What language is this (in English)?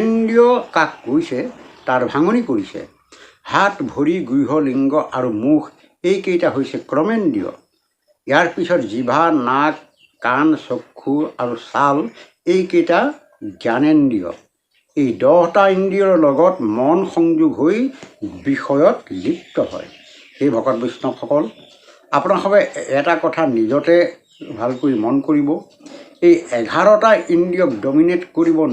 Assamese